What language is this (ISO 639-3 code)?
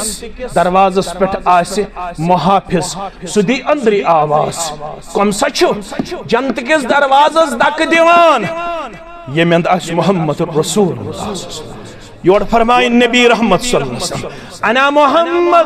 kas